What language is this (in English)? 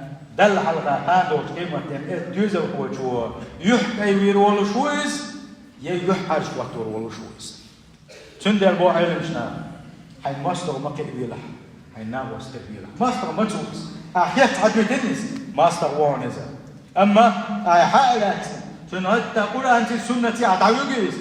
Chechen